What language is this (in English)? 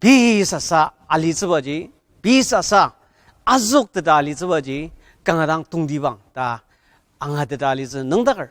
Ao Naga